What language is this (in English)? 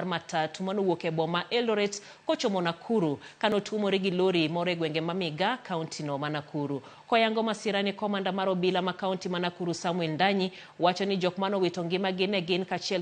Luo (Kenya and Tanzania)